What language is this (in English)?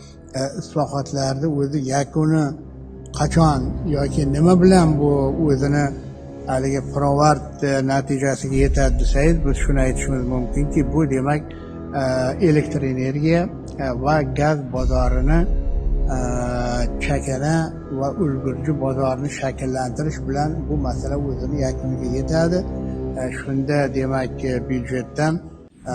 Uzbek